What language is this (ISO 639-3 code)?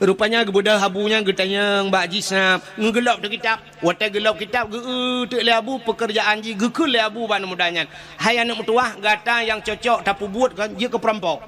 ace